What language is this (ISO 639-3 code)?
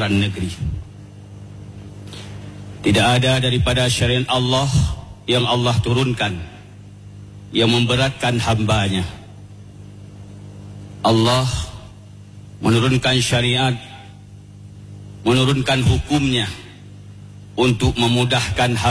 msa